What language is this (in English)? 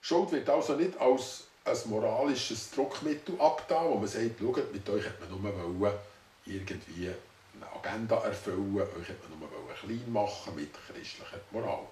Swiss German